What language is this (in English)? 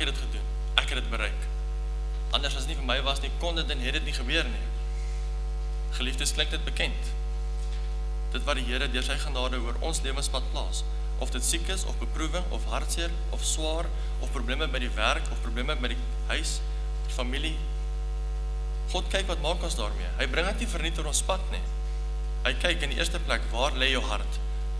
Afrikaans